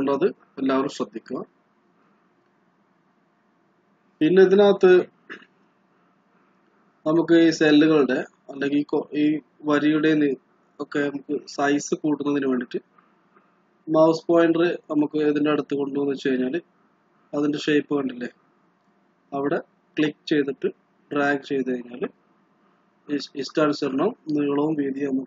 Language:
Malayalam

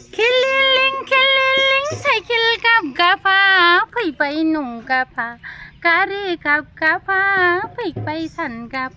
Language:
Bodo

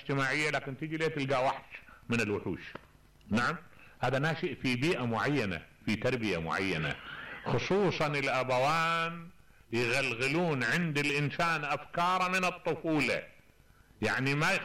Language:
Mesopotamian Arabic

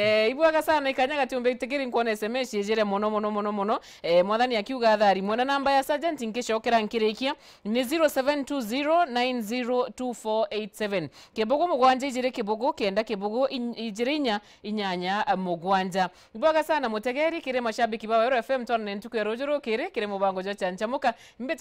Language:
Meru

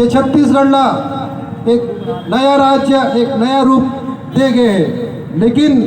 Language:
Chhattisgarhi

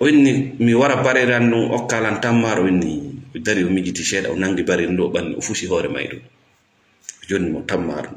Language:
Fula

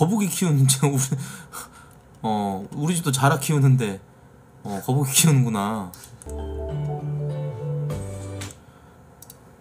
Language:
Korean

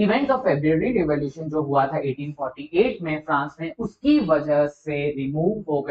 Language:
Hindi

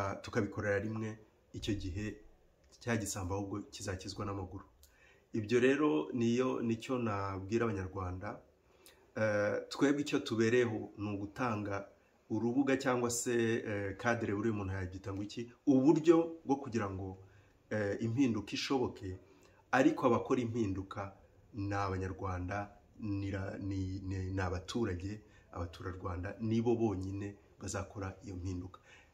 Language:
Kinyarwanda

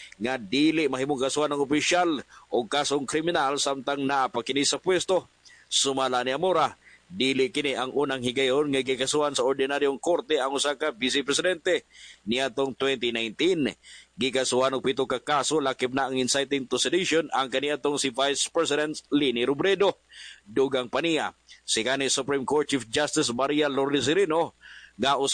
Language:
Cebuano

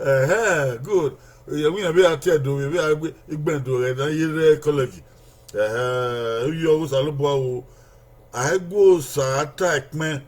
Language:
Bini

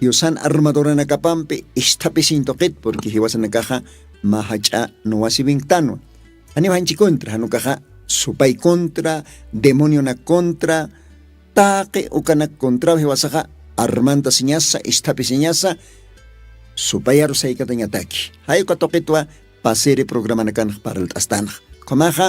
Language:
Aymara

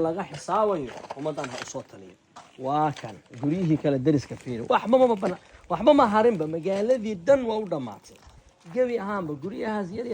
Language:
Somali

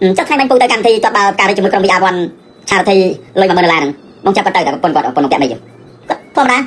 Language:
Khmer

